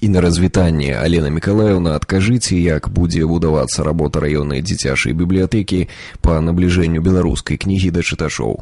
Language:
Belarusian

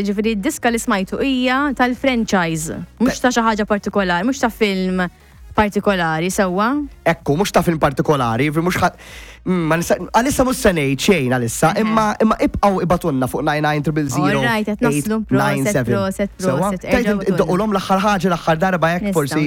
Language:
Maltese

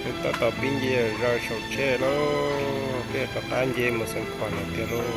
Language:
Hmong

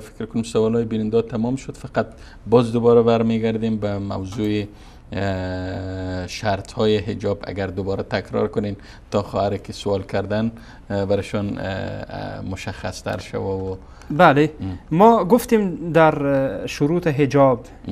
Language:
Persian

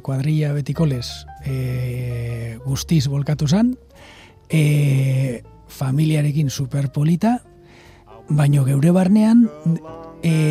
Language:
Basque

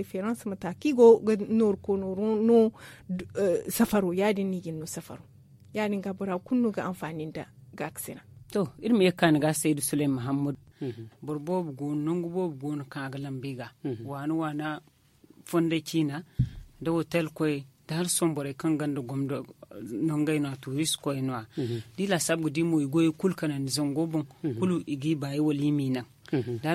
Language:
Zarma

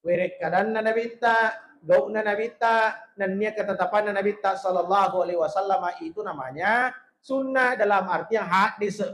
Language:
Buginese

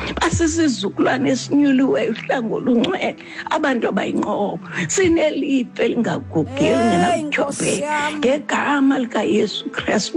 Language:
Xhosa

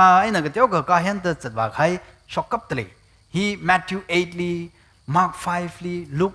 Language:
Tangkhul Naga (India)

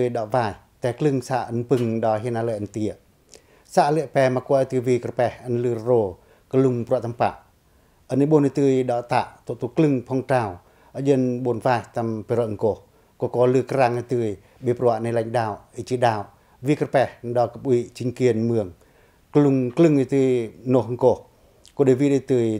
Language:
Pacoh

